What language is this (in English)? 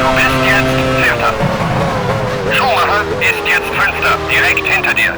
Bavarian